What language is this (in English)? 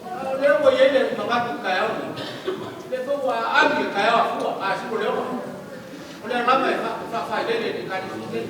Samoan